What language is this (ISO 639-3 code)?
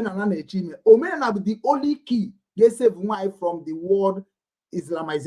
ibo